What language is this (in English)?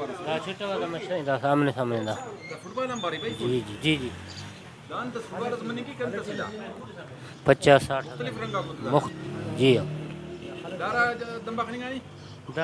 Brahui